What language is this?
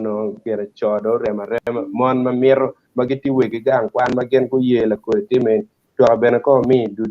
Acoli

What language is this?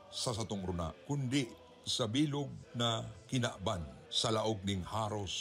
Bikol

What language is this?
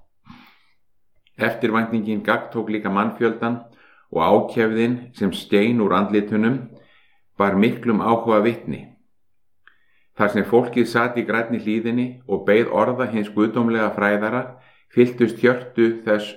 Icelandic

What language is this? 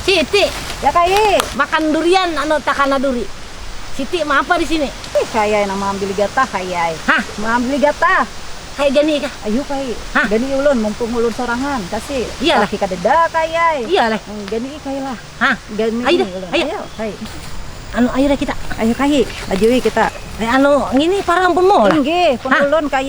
Banjar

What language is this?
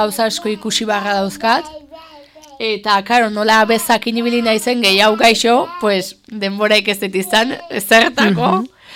Basque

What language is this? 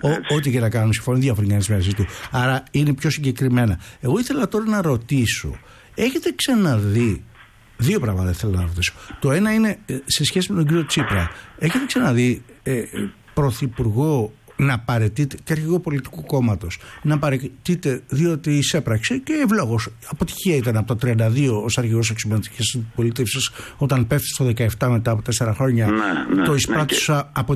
Greek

